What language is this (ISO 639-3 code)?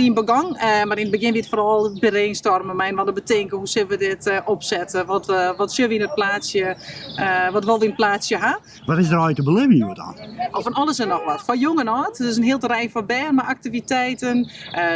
fry